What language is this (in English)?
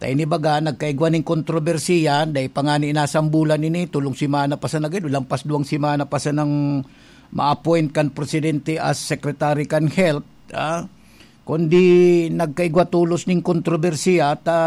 Bikol